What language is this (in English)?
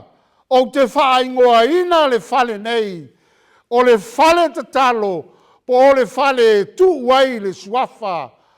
Samoan